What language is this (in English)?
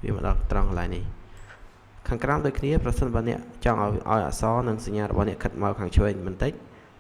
Khmer